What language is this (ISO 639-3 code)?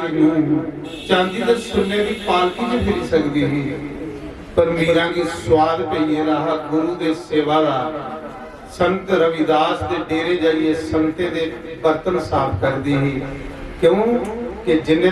doi